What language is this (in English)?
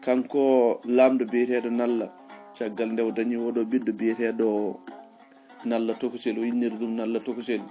Fula